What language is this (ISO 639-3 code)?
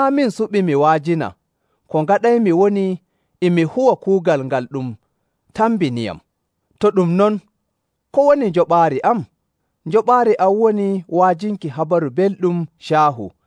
fuv